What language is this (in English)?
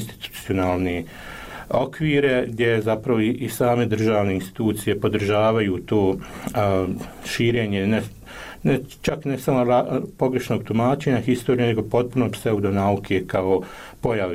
Bosnian